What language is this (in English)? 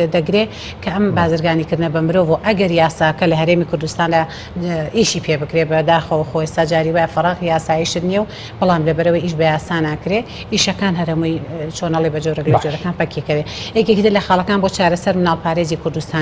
Central Kurdish